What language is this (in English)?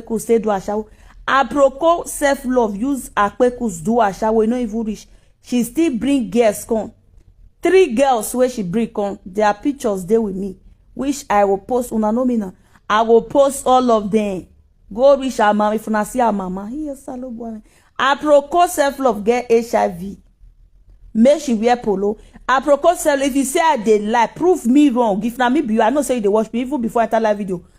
Nigerian Pidgin